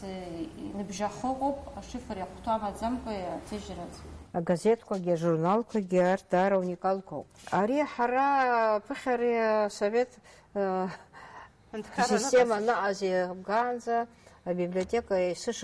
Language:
Abkhazian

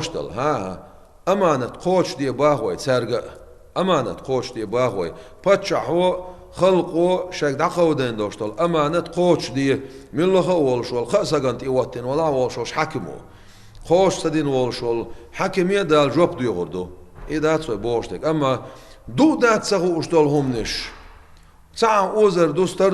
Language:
Chechen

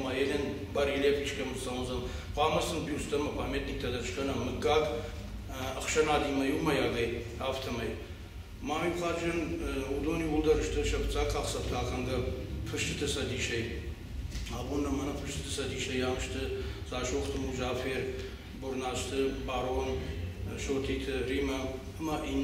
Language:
Ossetic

